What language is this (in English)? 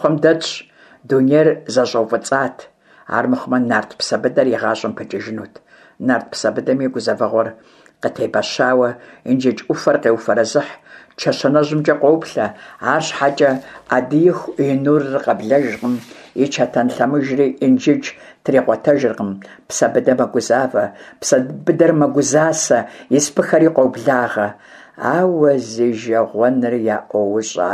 Kabardian